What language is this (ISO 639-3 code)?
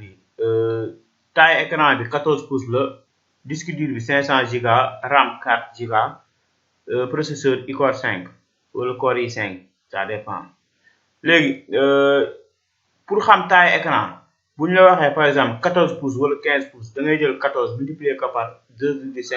wol